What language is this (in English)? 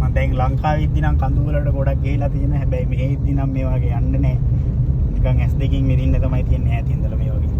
Sinhala